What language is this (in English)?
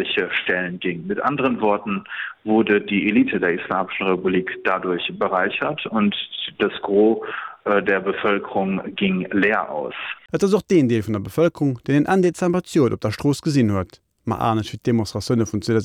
Luxembourgish